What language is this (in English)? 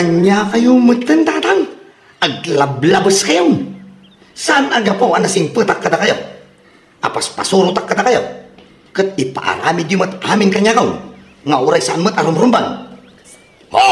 Iloko